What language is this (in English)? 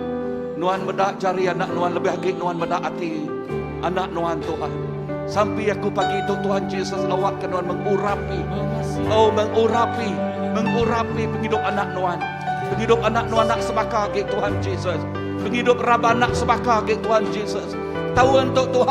Iban